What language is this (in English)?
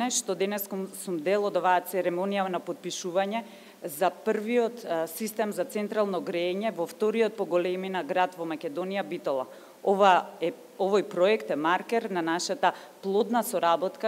Macedonian